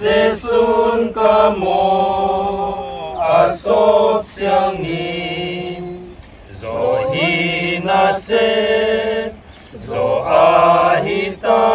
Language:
Paite Chin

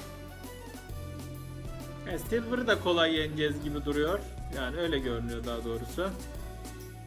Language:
Turkish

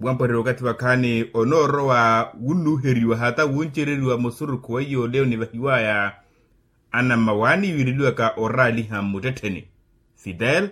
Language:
Makhuwa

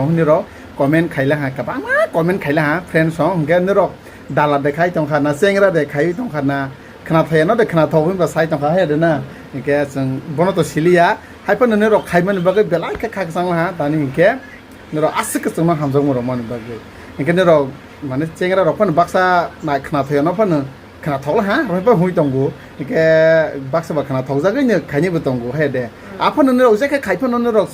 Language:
Kok Borok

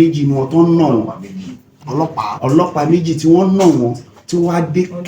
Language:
Yoruba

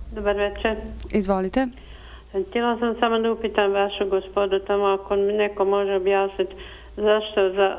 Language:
Bosnian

